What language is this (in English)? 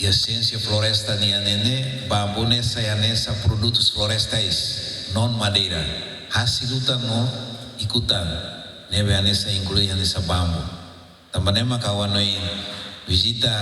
Tetum